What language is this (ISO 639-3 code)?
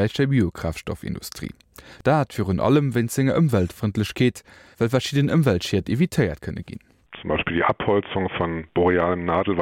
ltz